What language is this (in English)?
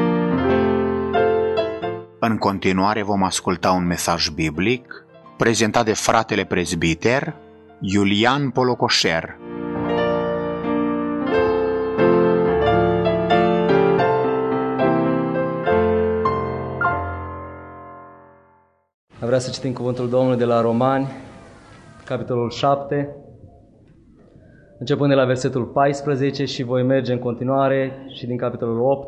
Romanian